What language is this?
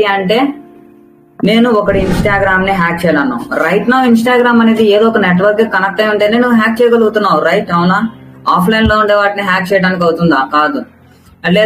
Telugu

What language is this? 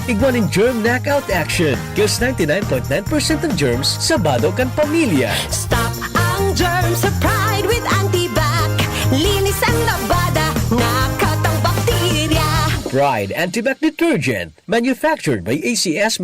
Bikol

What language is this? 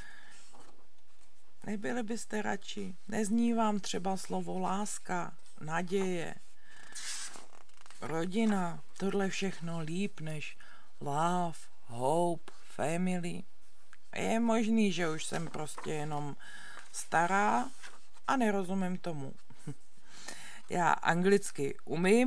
Czech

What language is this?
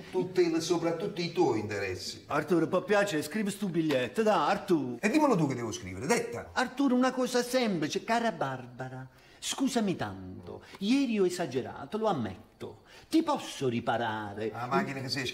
Italian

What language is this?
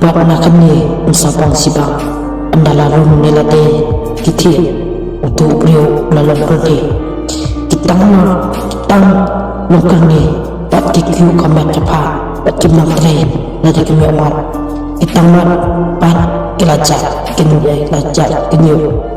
Khasi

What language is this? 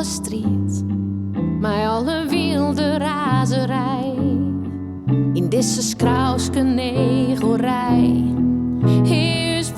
Western Frisian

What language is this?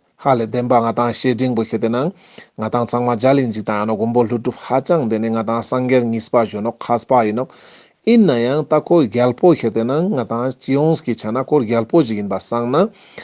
Ladakhi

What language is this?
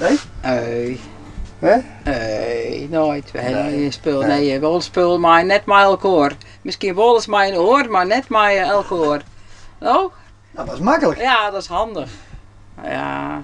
Western Frisian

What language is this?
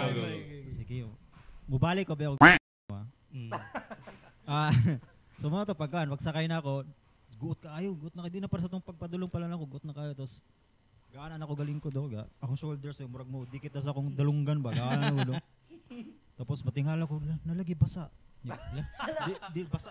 Cebuano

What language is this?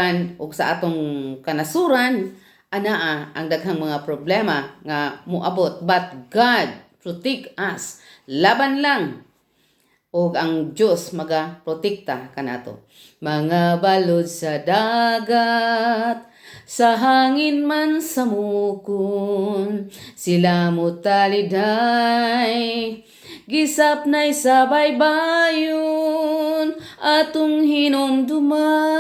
Cebuano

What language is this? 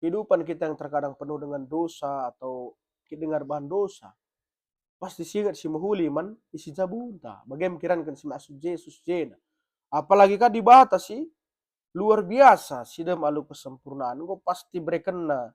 Batak Karo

